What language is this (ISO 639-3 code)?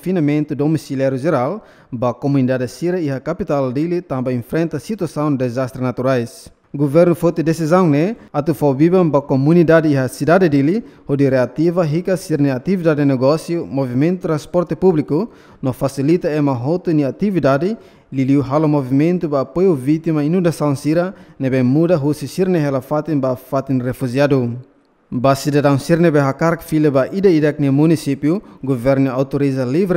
tet